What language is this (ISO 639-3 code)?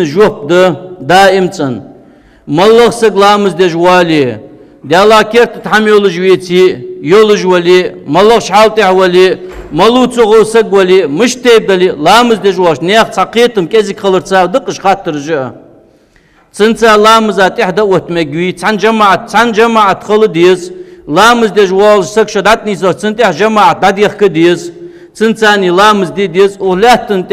inh